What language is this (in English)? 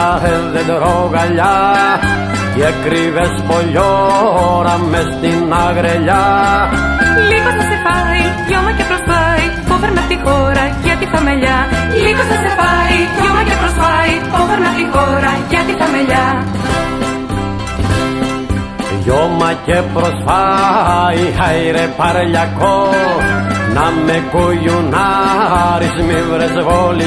Greek